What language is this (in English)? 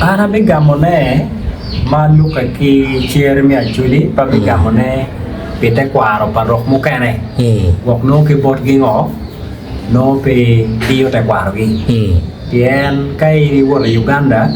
Acoli